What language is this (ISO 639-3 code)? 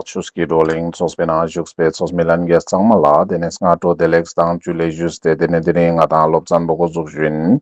lbj